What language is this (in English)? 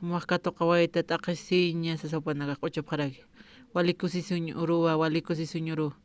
Aymara